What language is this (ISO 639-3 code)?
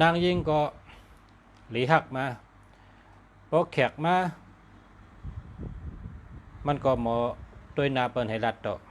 shn